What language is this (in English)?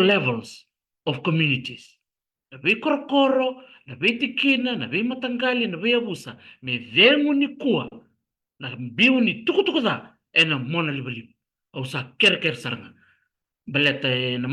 Fijian